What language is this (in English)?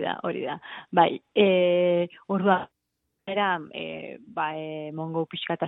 Basque